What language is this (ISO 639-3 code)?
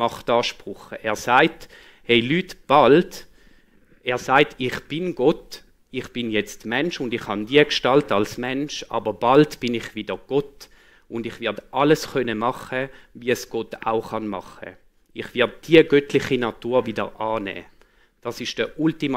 gsw